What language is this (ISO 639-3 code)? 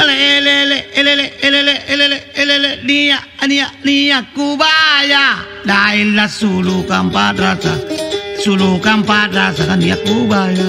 mak